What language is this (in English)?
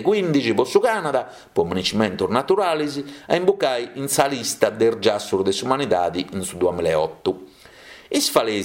Sardinian